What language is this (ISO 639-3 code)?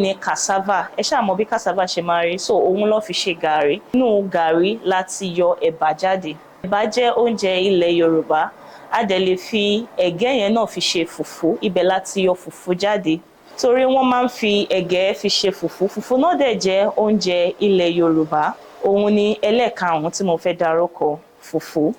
yor